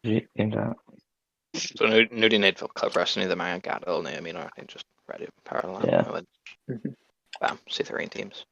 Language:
Welsh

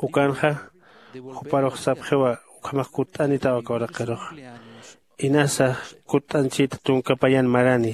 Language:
Aymara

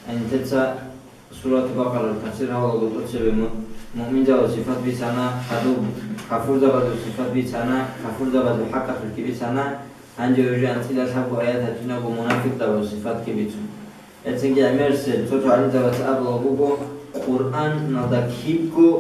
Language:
Avaric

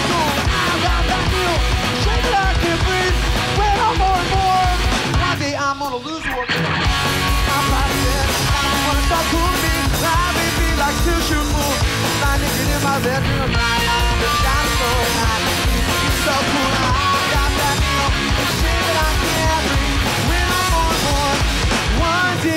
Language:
English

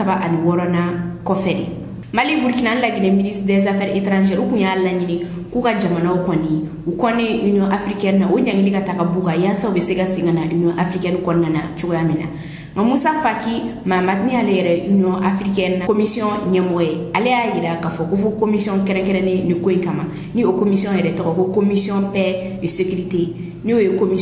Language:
Bambara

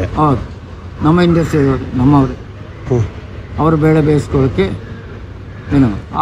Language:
Kannada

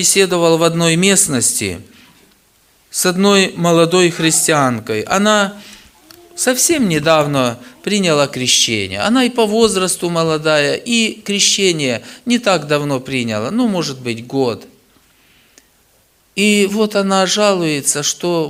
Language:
Russian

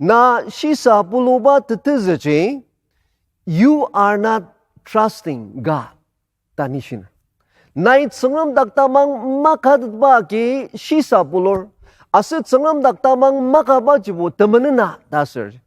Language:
Ao Naga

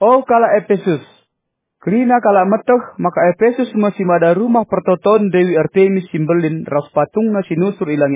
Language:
Batak Karo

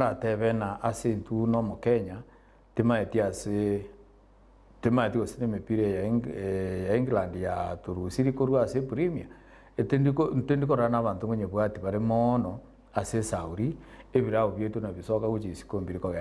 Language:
Gusii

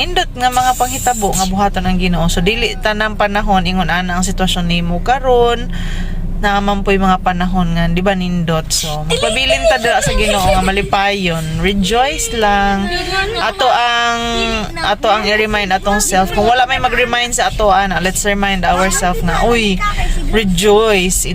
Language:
Cebuano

